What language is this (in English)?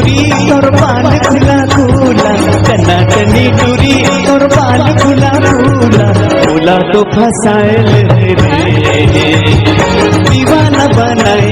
Chhattisgarhi